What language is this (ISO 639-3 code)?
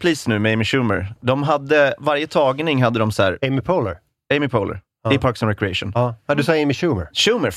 swe